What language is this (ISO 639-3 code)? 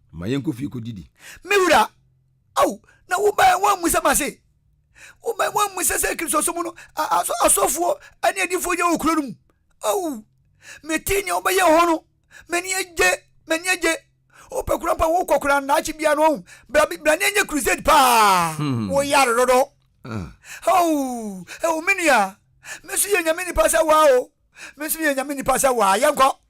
aka